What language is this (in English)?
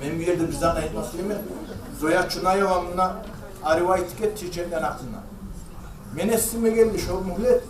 Kumyk